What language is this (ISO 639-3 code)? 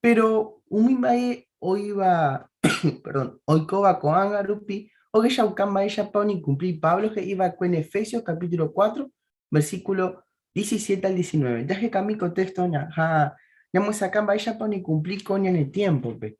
grn